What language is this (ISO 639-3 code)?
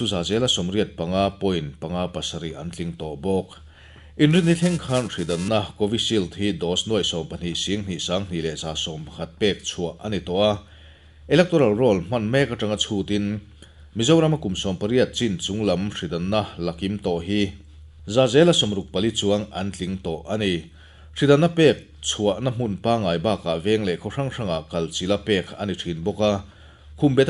lus